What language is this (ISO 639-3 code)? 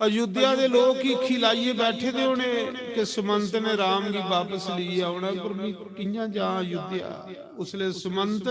doi